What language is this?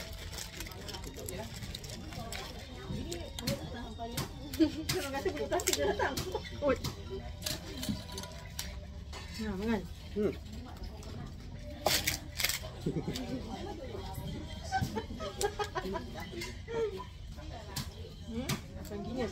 Malay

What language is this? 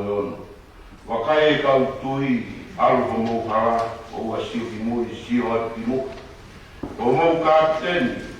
Tongan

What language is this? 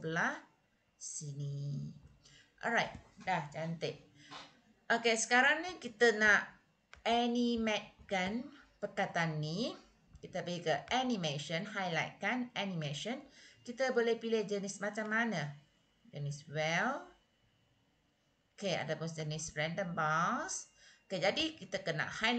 Malay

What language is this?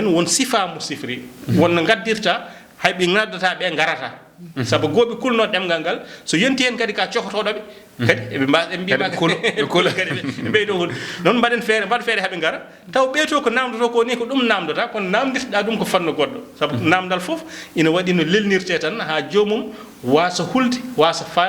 Fula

